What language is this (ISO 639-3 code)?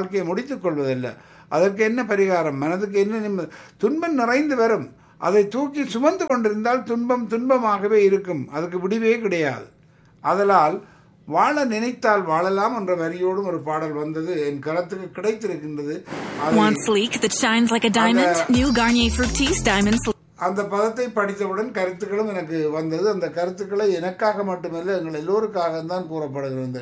tam